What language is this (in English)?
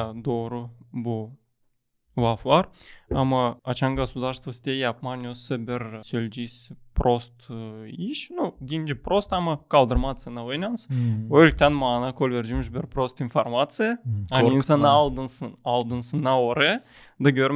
Gagauz